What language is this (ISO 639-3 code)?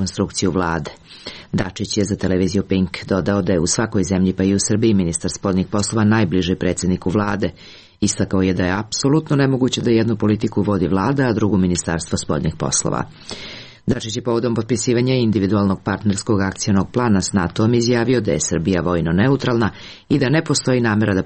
srp